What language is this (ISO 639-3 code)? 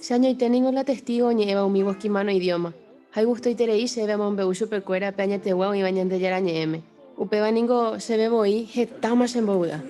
grn